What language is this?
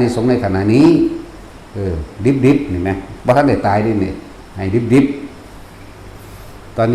Northeastern Thai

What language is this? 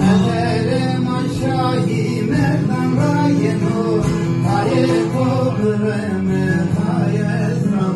Zaza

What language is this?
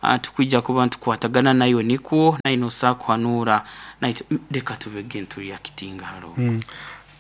Nyoro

